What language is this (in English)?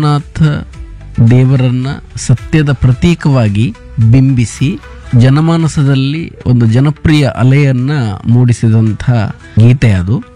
Kannada